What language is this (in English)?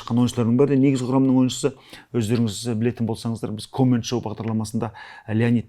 Kazakh